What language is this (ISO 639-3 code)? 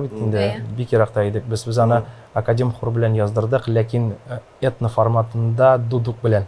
tat